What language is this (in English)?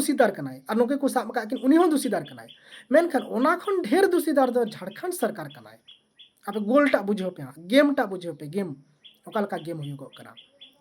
Santali